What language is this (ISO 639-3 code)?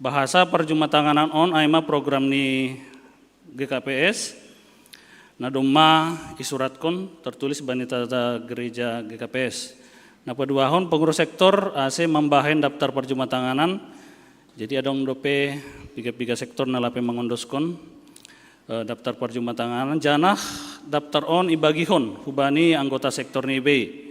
bts